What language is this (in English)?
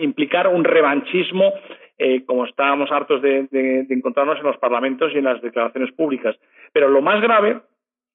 Spanish